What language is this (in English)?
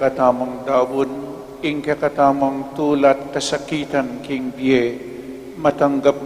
Pampanga